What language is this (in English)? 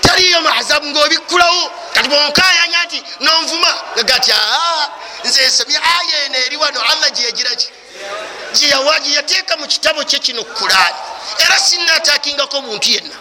Ganda